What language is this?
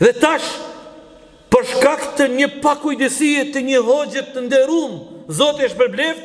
Albanian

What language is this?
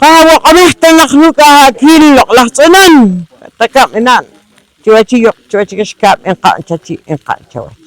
Poqomchi'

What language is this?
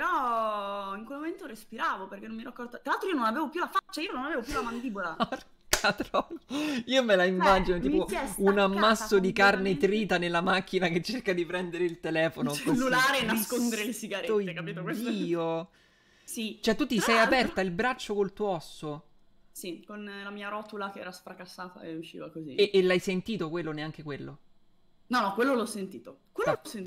Italian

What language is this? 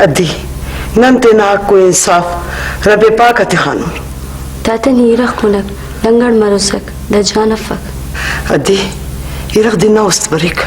Brahui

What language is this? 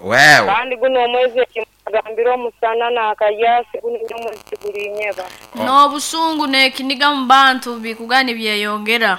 Nyoro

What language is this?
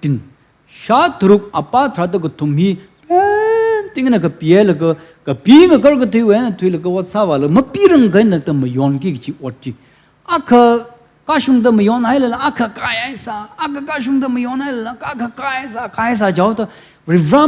Tangkhul Naga (India)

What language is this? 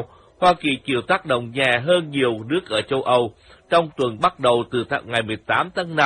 Vietnamese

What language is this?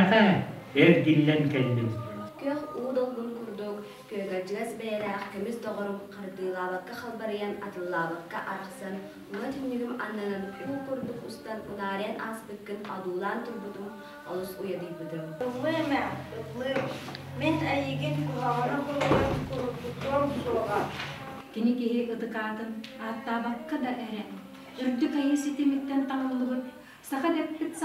Yakut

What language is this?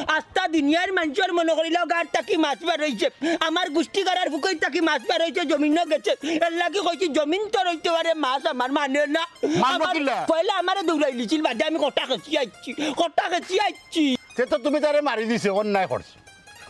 Sylheti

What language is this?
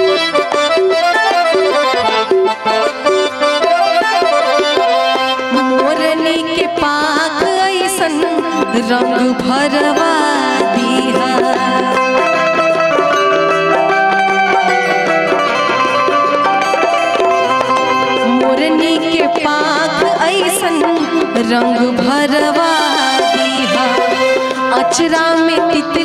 Bhojpuri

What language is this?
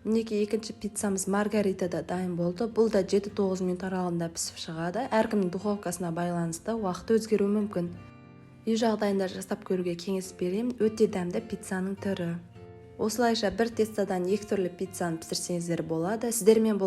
Kazakh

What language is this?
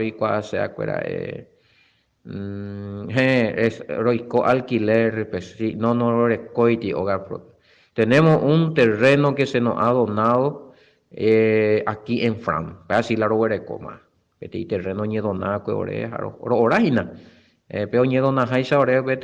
Guarani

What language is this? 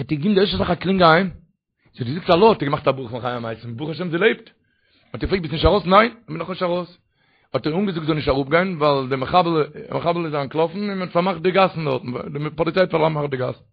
Yiddish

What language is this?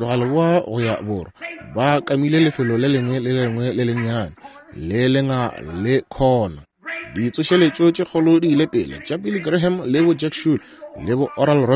Northern Sotho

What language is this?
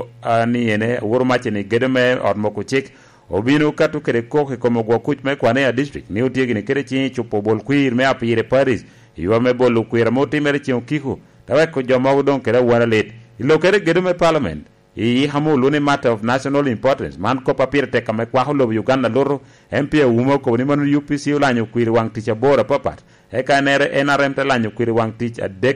Lango (Uganda)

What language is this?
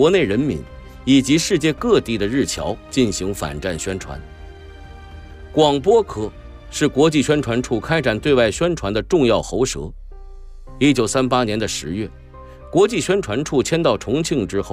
Chinese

